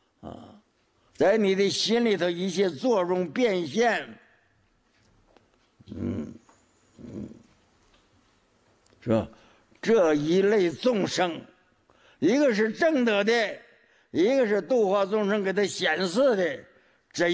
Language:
Chinese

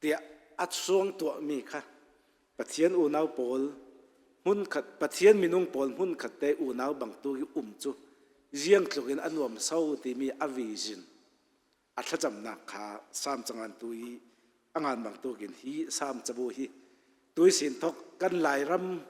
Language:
Hakha Chin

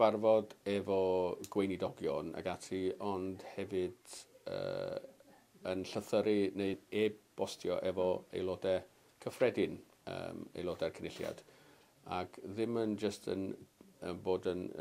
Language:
Welsh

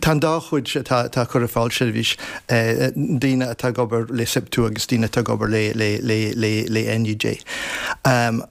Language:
Irish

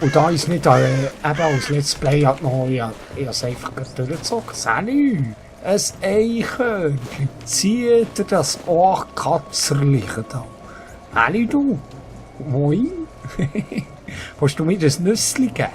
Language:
Swiss German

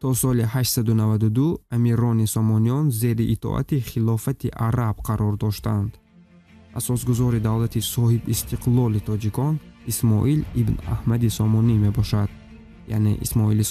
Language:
Tajik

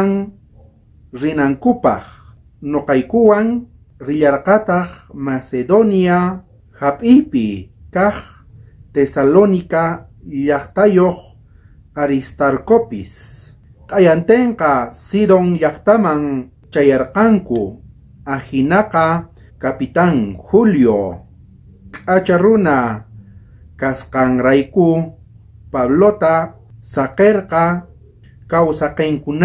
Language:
South Bolivian Quechua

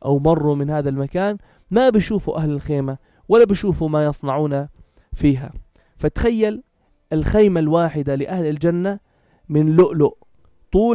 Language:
North Levantine Arabic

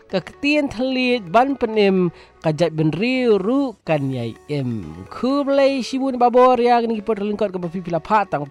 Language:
Malay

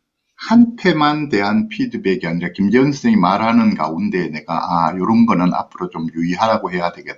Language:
Korean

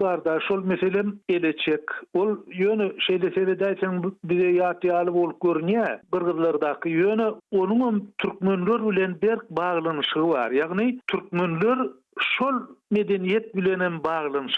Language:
Turkmen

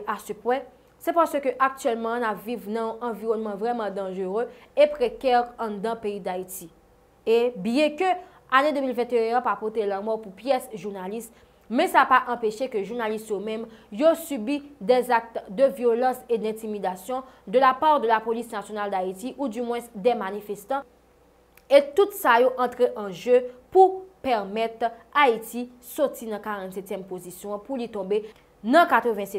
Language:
Haitian Creole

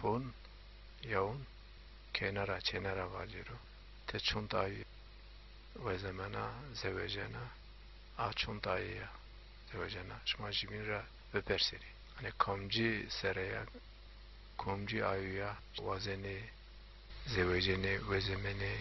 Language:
Zaza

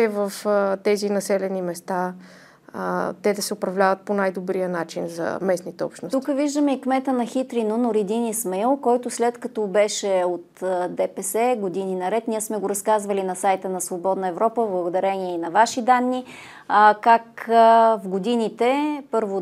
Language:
Bulgarian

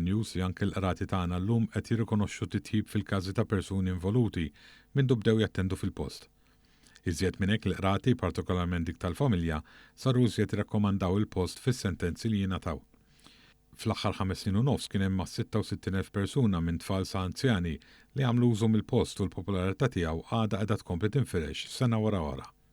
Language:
Maltese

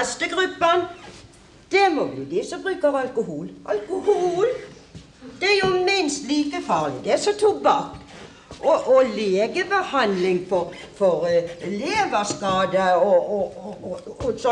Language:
Norwegian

